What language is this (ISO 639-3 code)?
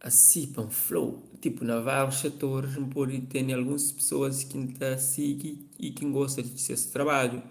kea